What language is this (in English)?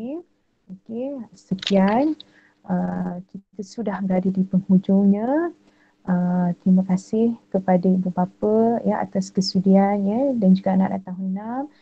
Malay